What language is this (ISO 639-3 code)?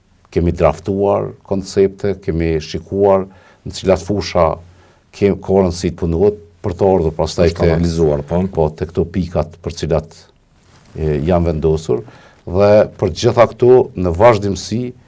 sqi